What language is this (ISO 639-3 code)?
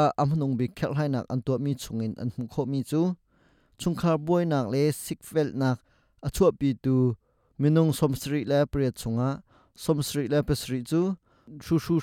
cnh